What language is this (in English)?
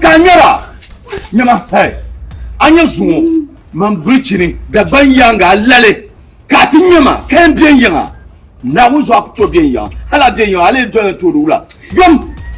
Dagbani